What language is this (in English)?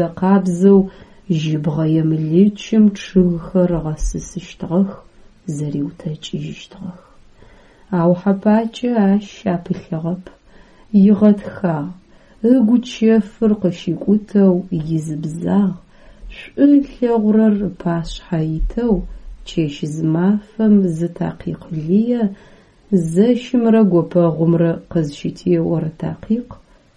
Adyghe